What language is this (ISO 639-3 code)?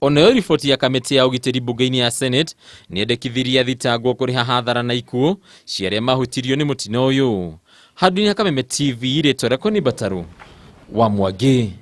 kik